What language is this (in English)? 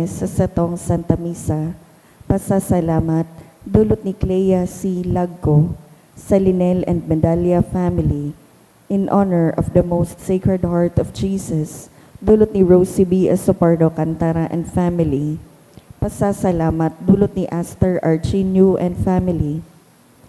Bikol